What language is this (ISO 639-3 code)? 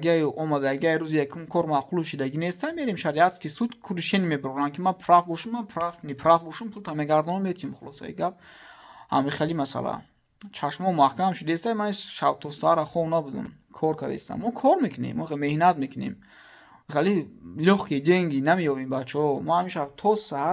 tgk